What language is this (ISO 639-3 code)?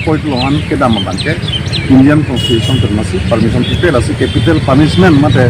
mjw